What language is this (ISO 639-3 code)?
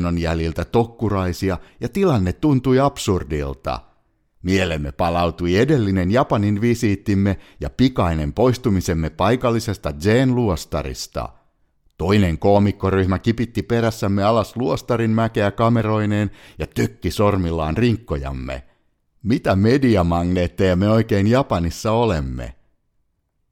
fin